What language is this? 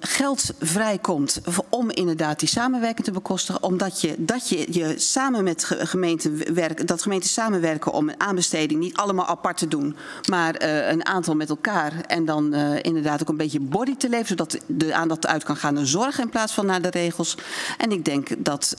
Dutch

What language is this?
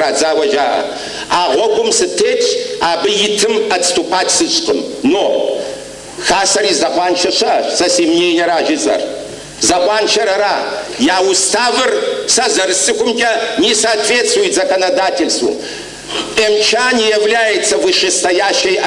Kabardian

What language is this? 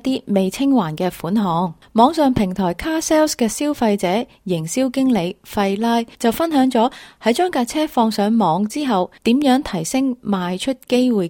Cantonese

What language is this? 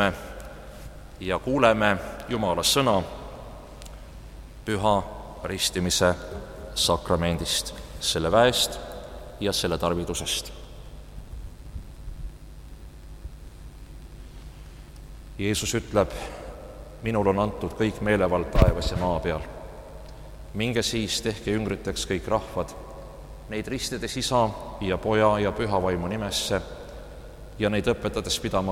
Estonian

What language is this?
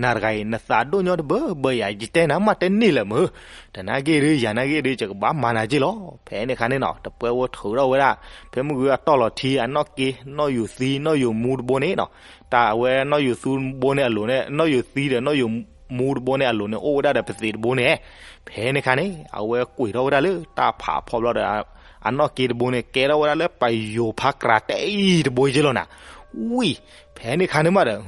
S'gaw Karen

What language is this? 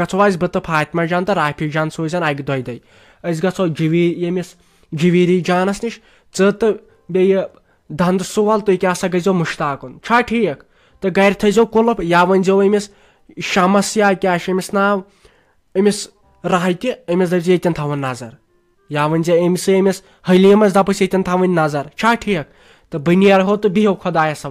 Kashmiri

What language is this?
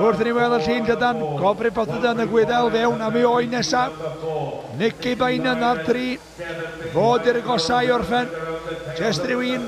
Welsh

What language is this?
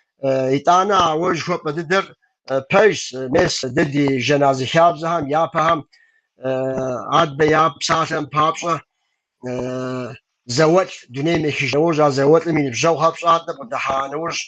Kabardian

